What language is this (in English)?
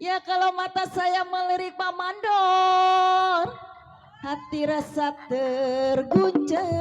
Betawi